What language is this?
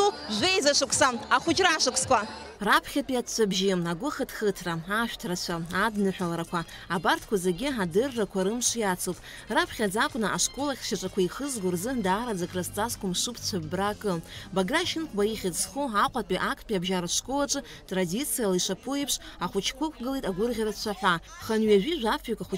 Abkhazian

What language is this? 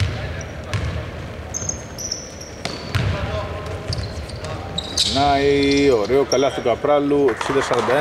Greek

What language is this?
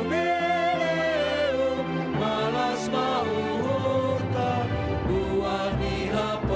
Batak Simalungun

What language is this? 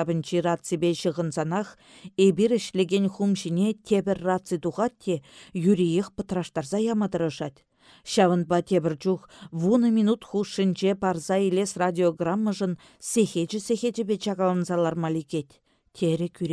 Chuvash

